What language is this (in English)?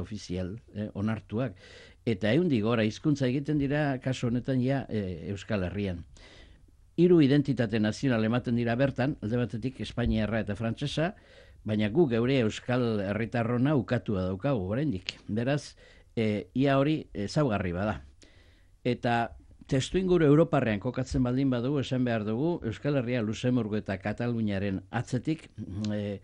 Basque